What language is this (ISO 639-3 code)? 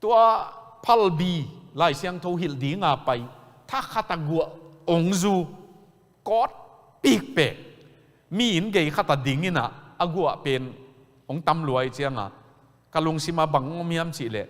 ctd